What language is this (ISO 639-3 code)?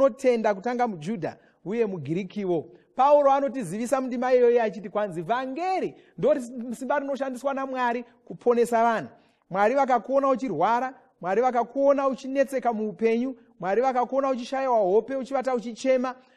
sna